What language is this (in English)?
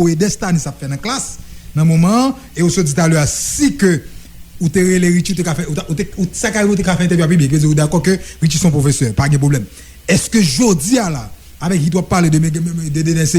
Haitian Creole